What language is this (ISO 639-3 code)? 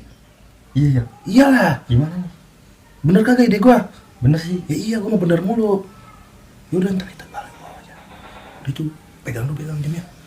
bew